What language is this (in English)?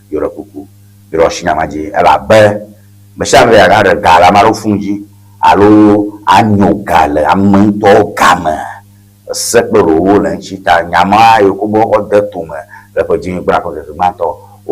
Ewe